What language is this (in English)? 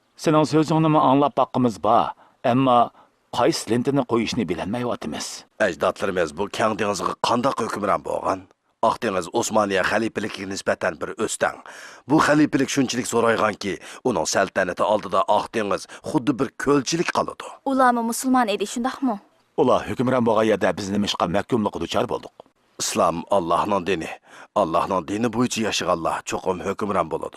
Uyghur